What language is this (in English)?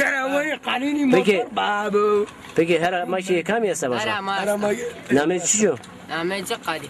Zaza